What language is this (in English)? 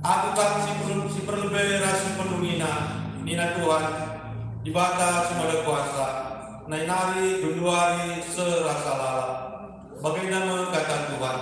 Batak Karo